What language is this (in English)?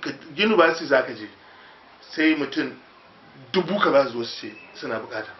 Hausa